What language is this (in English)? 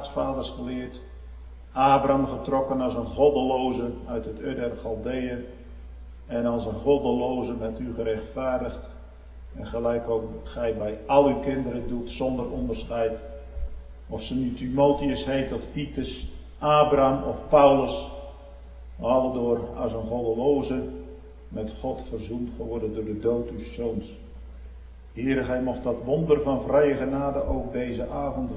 Dutch